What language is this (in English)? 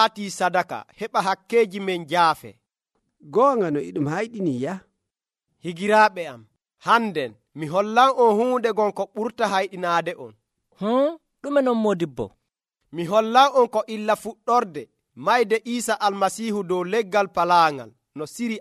Nigerian Fulfulde